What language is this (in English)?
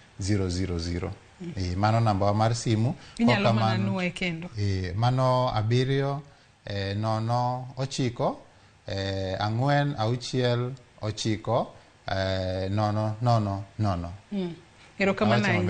Luo (Kenya and Tanzania)